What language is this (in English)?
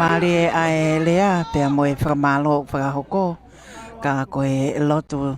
Tongan